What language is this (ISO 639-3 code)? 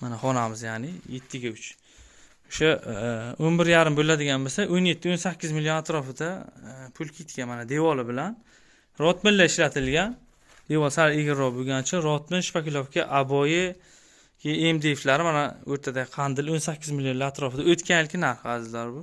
uzb